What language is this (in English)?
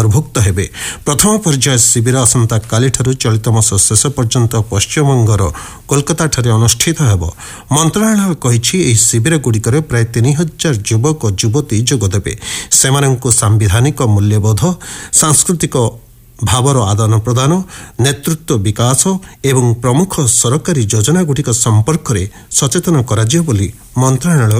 Odia